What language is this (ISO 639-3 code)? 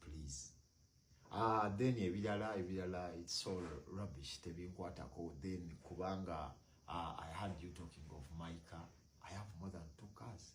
lug